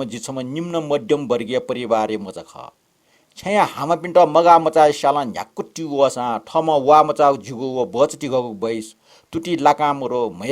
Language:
Newari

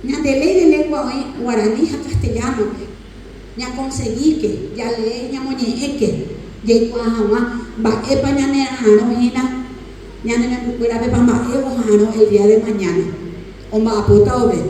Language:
Guarani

